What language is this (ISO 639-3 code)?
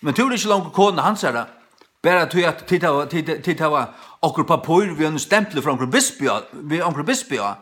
fao